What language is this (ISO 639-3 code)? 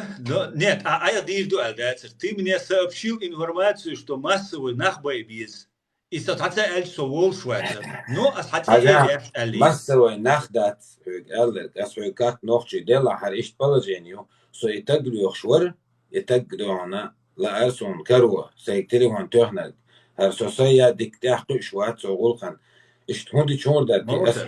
che